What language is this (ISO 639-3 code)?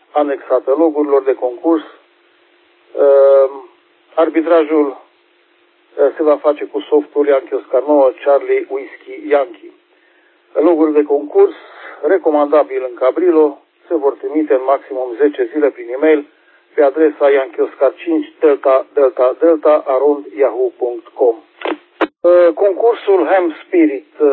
ron